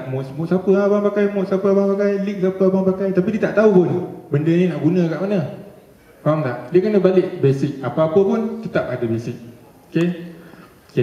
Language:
Malay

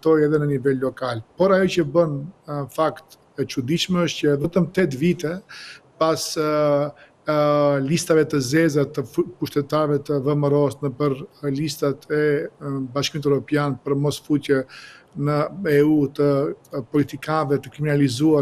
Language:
Albanian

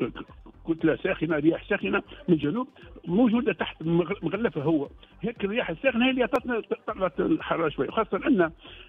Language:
Tunisian Arabic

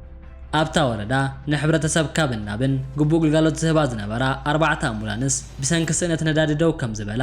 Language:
Tigrinya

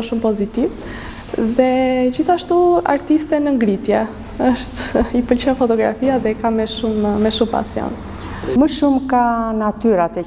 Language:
Albanian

